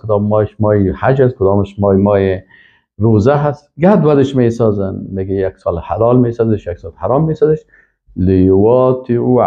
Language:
Persian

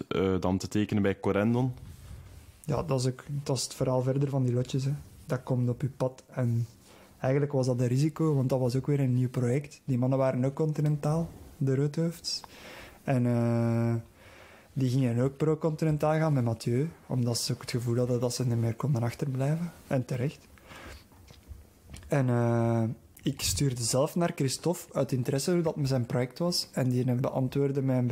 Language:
Dutch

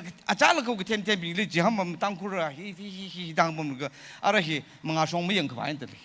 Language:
Tangkhul Naga (India)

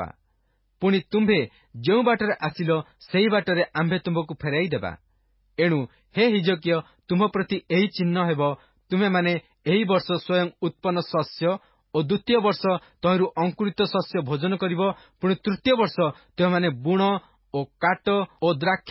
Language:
Odia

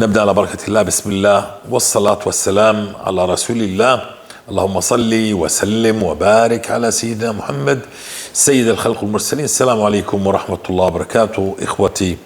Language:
North Levantine Arabic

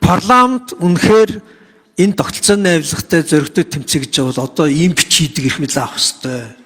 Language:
Mongolian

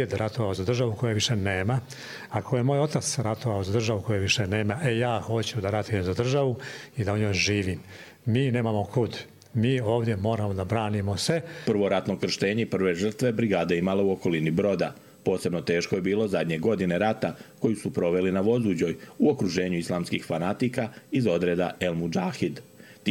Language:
Croatian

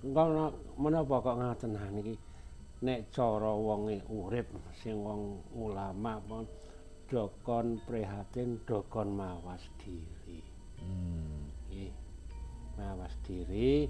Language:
Javanese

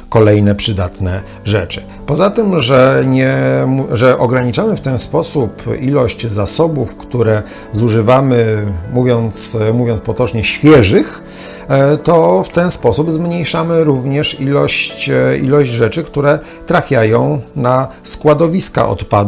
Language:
Polish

